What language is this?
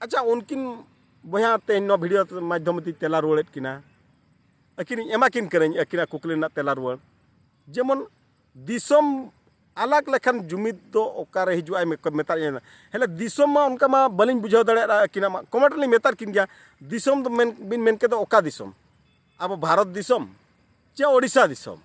Santali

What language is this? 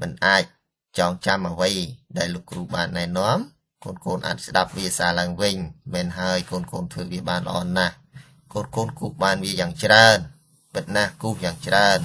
Khmer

